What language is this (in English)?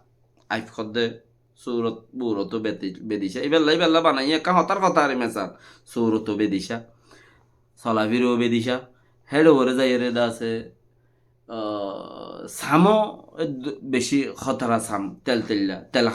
Rohingya